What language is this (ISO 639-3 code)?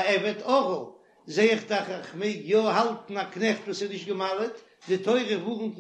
yid